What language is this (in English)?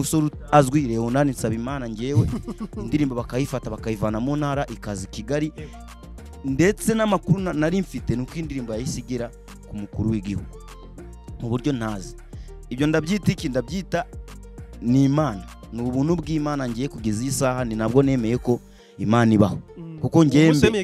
Kinyarwanda